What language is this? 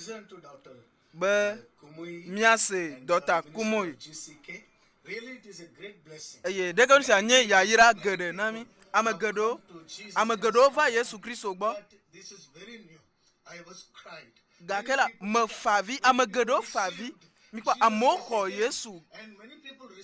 Ewe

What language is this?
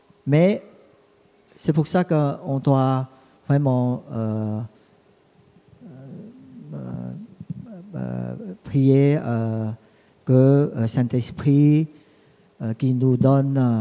French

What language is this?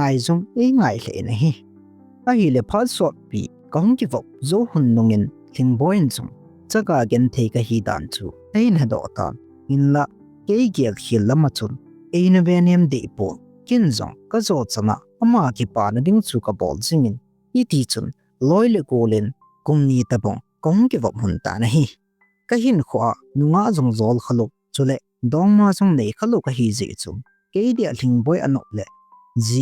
Thado Chin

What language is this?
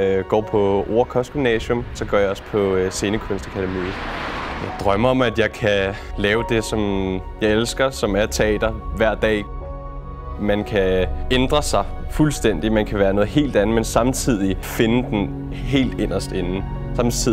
Danish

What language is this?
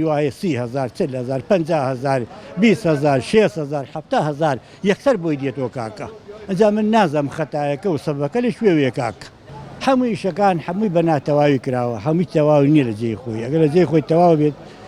Central Kurdish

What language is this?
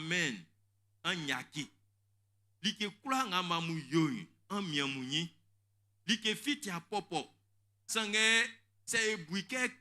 Baoulé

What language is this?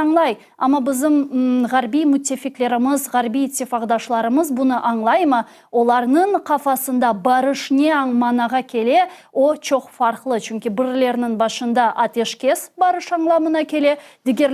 Crimean Tatar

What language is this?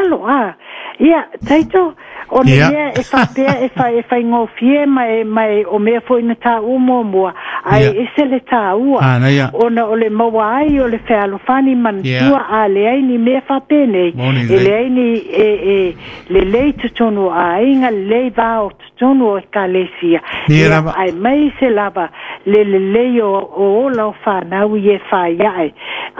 Samoan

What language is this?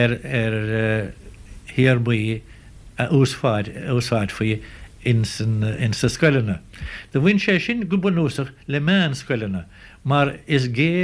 Irish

